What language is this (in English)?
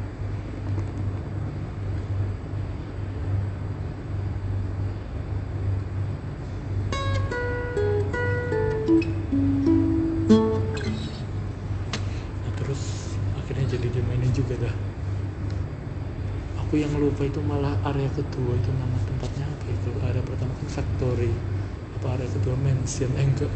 Indonesian